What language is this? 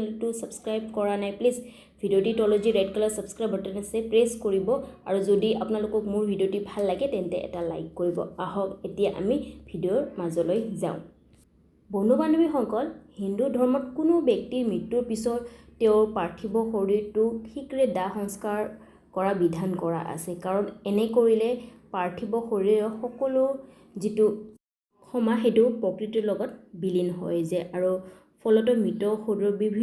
Assamese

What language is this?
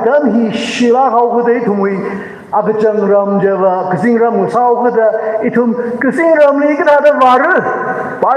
Tangkhul Naga (India)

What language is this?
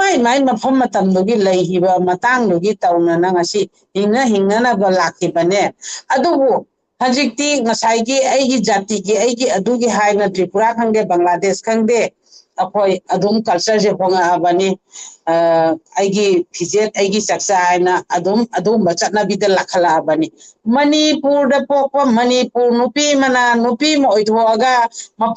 Manipuri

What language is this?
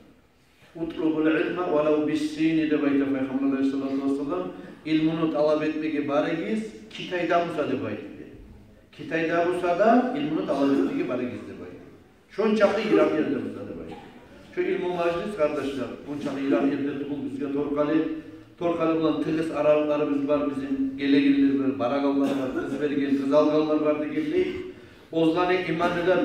Kumyk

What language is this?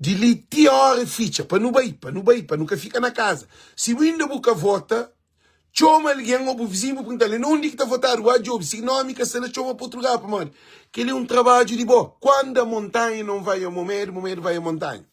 Kabuverdianu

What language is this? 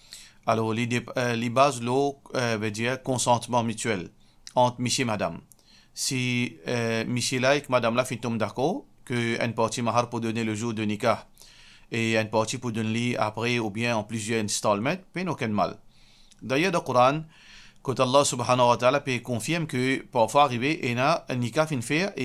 Morisyen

